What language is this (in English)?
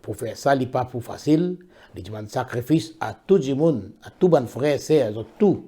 Morisyen